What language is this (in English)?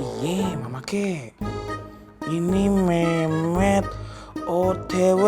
Betawi